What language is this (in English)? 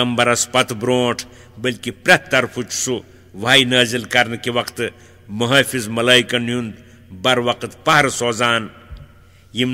Kashmiri